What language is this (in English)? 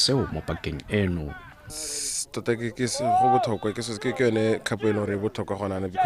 Tswana